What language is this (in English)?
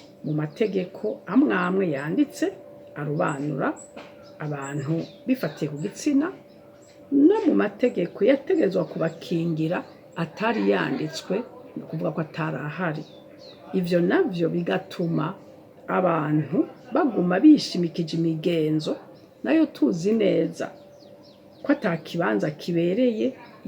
Rundi